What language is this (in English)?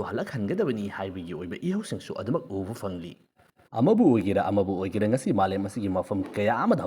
Manipuri